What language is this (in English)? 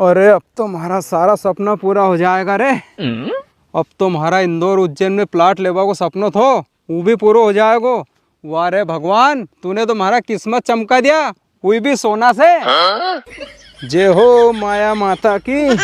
Rajasthani